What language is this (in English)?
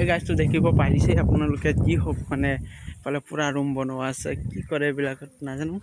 Assamese